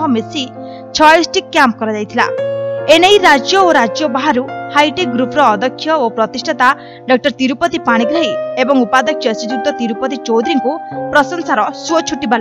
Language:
Odia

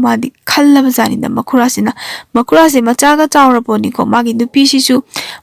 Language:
Manipuri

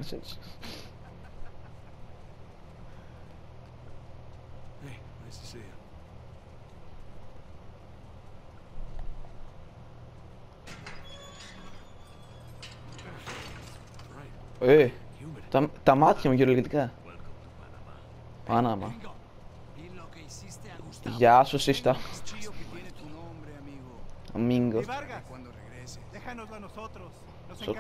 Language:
Greek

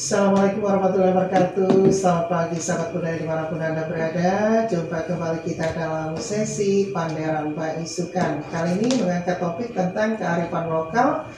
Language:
Banjar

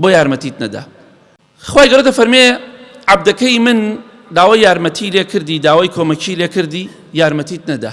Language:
Central Kurdish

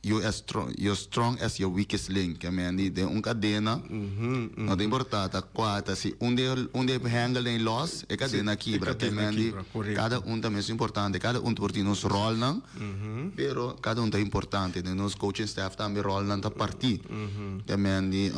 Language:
Papiamento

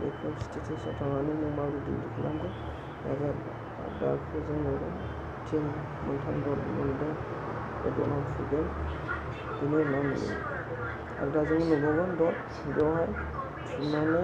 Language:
Bodo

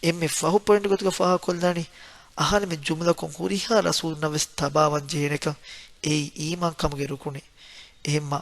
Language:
Divehi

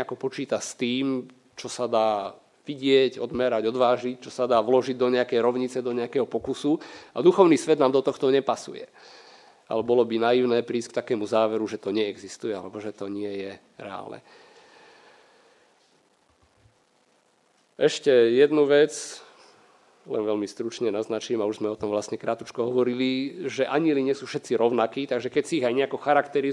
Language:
Slovak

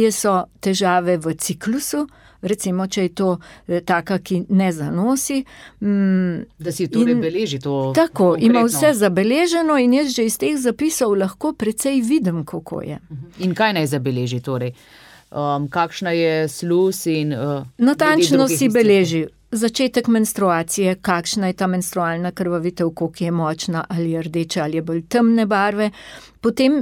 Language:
Slovenian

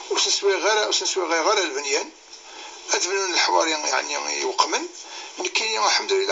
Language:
Kabyle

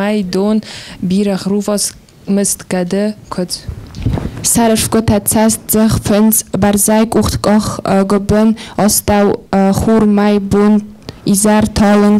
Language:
Ossetic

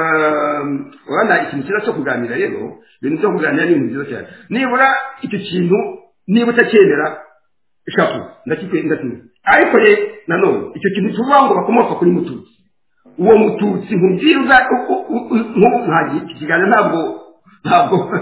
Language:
Kinyarwanda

